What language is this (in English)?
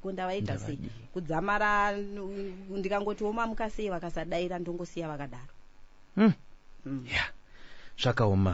Shona